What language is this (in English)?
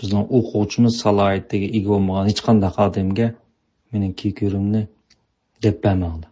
Uyghur